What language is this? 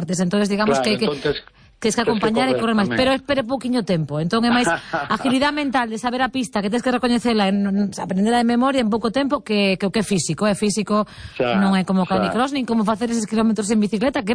Galician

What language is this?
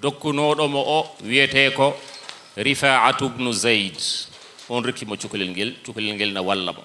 Fula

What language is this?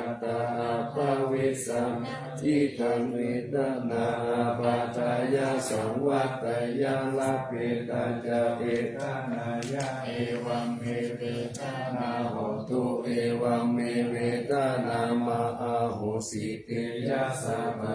Pali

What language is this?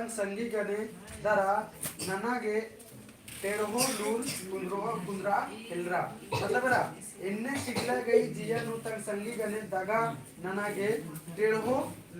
Kurukh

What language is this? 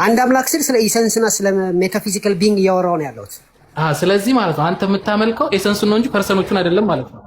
Amharic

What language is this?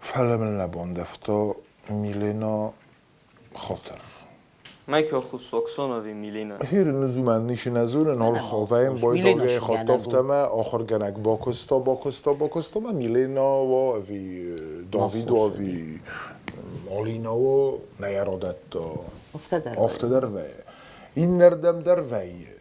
Ossetic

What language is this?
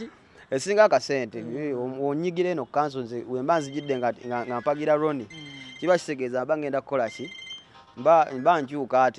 Ganda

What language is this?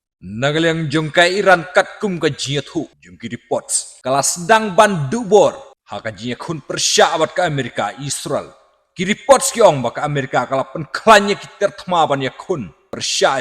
Khasi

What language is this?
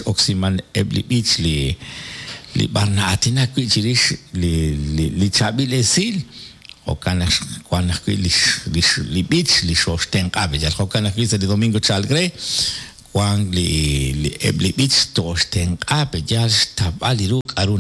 Kekchí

